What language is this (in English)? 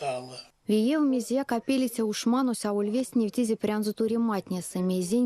Erzya